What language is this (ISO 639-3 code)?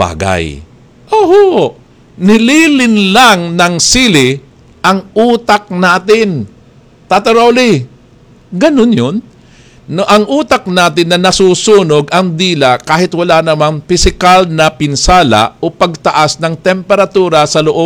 fil